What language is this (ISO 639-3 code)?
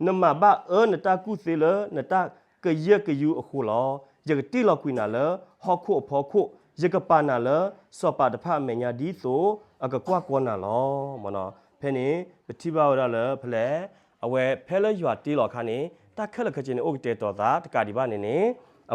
ksw